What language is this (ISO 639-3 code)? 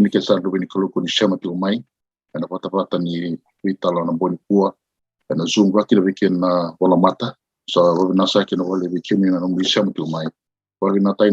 fij